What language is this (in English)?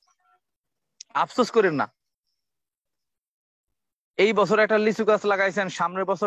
Bangla